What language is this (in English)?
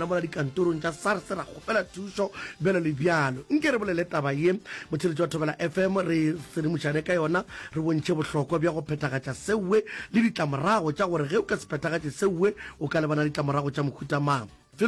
Northern Sotho